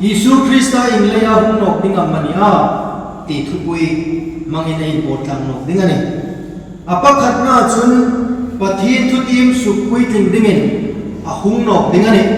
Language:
Hmar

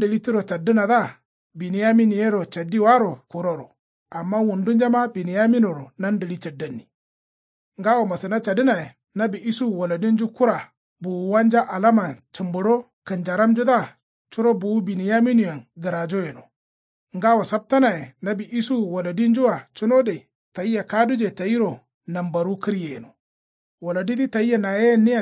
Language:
Kanuri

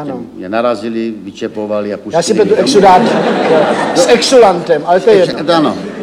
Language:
Czech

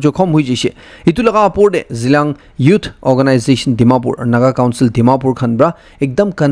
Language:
Naga Pidgin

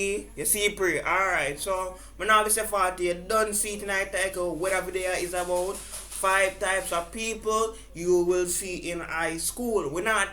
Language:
Jamaican Creole English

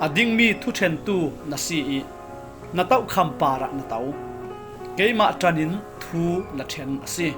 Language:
Falam Chin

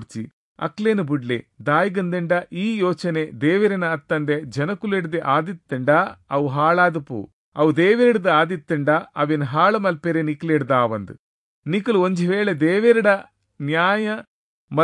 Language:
Tulu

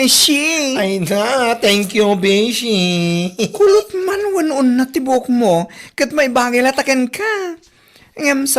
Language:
Iloko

